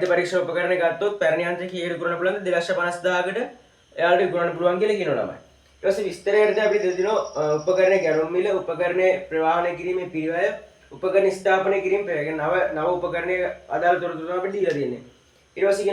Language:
Sinhala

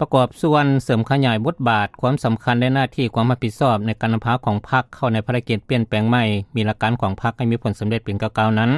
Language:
Lao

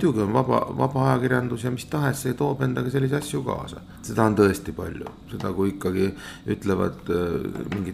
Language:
Estonian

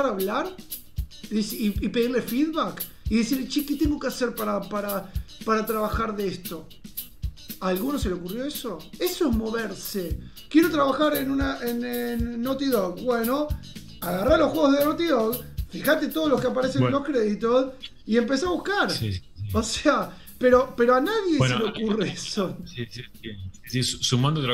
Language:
Spanish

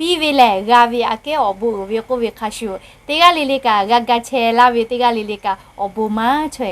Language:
Lahu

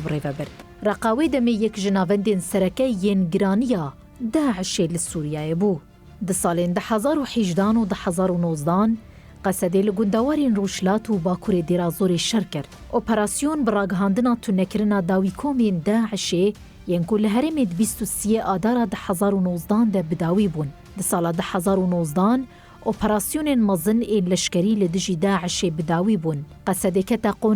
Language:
Kurdish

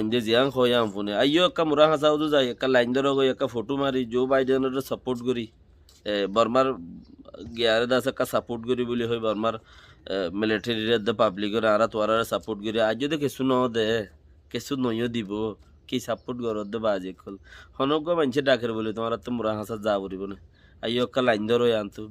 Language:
Rohingya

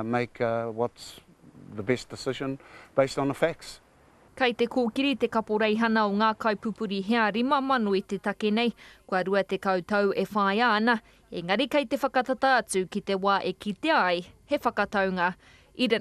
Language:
Māori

